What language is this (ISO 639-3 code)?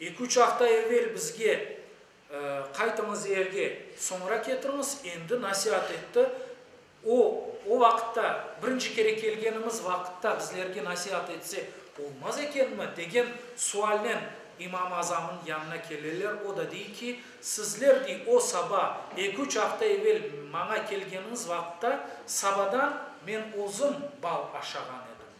crh